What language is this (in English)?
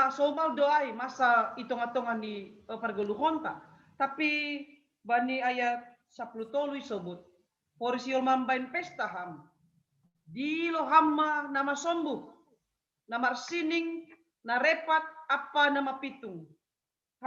Batak Simalungun